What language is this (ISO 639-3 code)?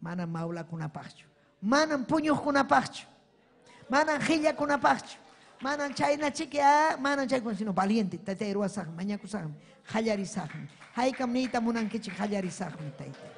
quy